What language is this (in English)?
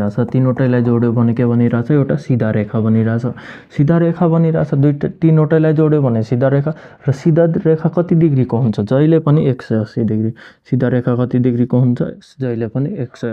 Nepali